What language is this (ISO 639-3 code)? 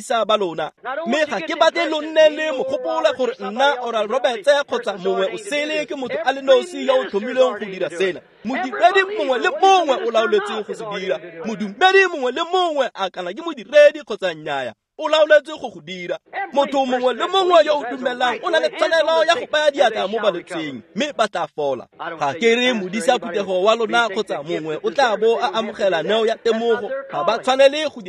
tsn